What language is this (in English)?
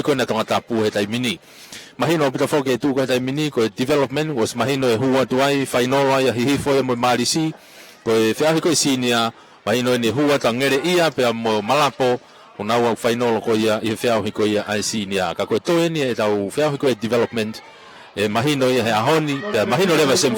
Tongan